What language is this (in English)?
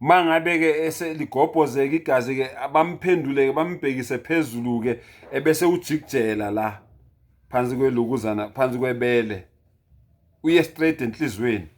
Zulu